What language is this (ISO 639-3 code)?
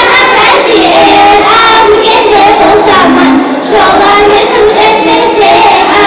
kum